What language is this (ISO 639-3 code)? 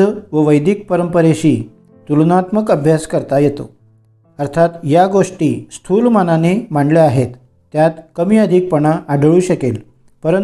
mar